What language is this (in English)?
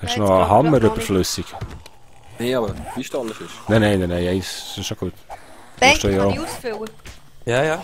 Swiss German